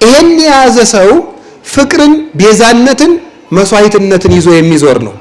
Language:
Amharic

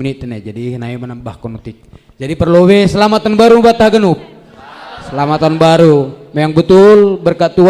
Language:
Batak Simalungun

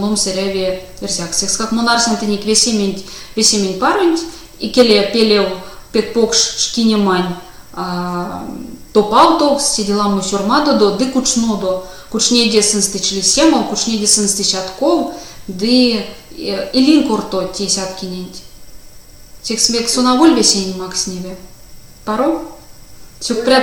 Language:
Erzya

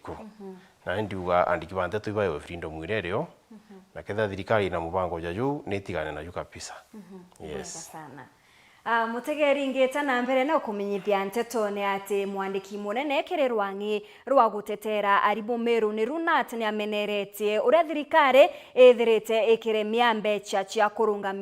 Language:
Meru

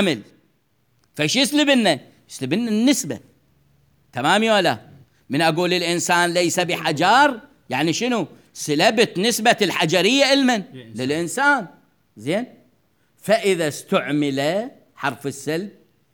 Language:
Mesopotamian Arabic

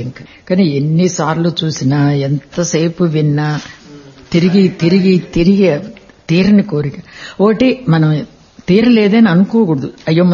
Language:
Telugu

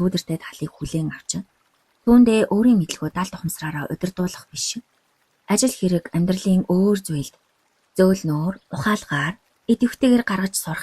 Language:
Mongolian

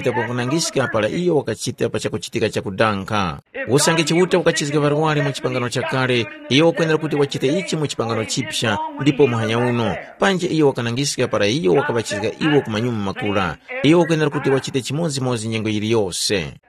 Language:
Tumbuka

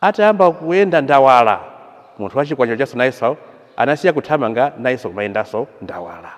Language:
Nyanja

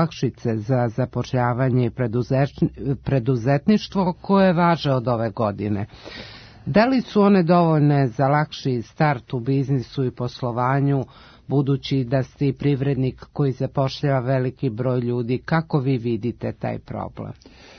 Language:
Serbian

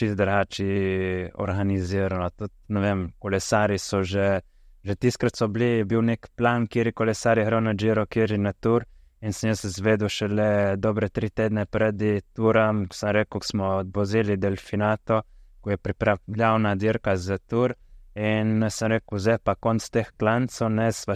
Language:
Slovenian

